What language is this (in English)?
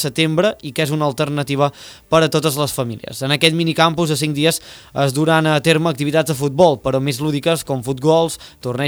Catalan